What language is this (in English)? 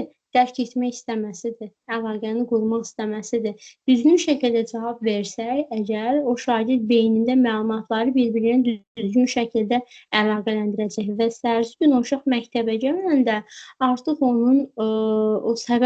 Azerbaijani